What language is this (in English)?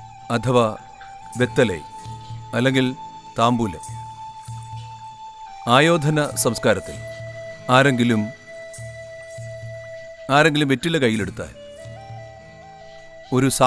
Malayalam